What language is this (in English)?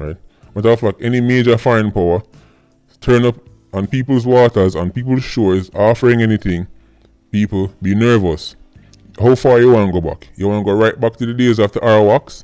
Jamaican Creole English